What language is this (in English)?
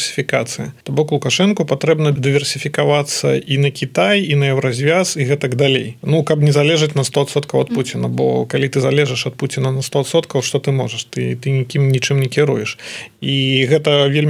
Belarusian